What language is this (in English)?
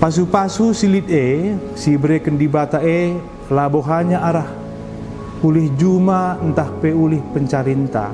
Batak Karo